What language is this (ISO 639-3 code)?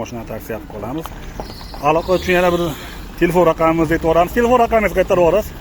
uzb